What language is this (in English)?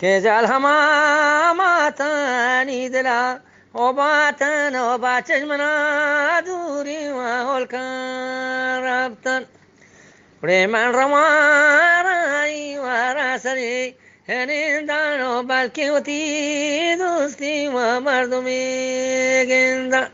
Eastern Balochi